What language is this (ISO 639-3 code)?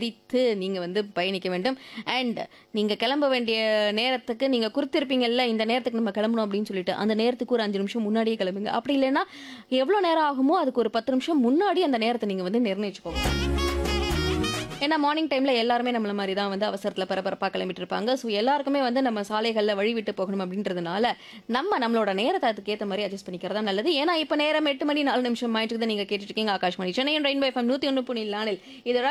tam